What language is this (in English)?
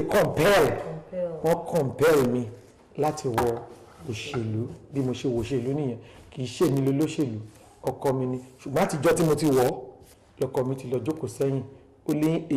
Yoruba